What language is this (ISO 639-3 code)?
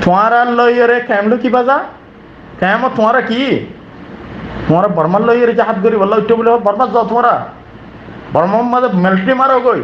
rhg